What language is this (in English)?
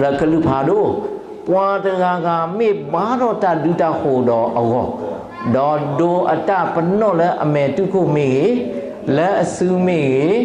S'gaw Karen